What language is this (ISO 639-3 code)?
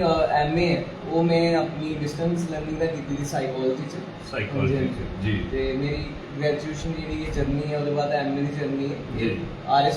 doi